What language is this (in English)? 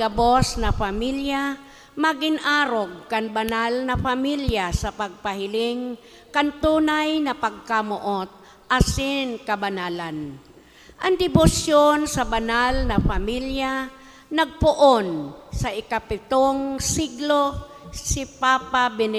Bikol